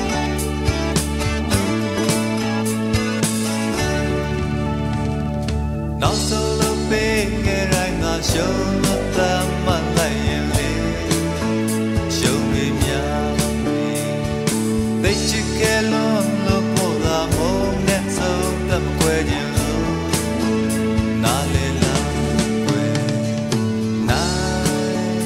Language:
Burmese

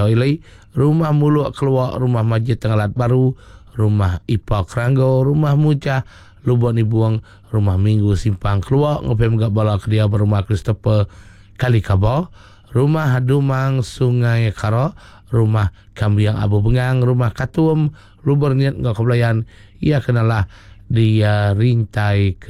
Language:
Iban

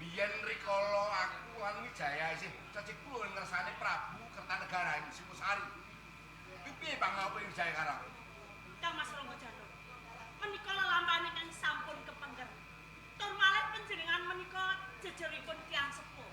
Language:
Javanese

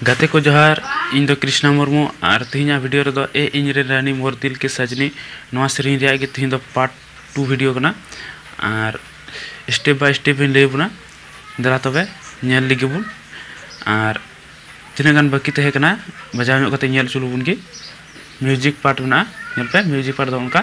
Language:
Santali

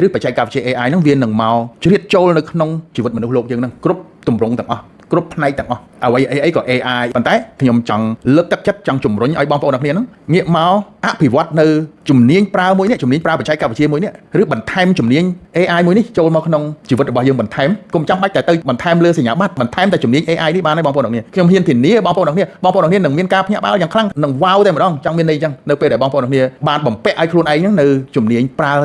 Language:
Khmer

